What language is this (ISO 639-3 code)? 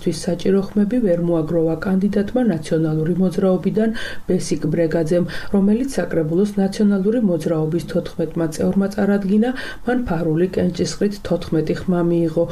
kat